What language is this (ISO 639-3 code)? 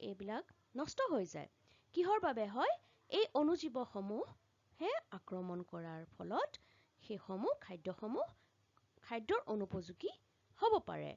asm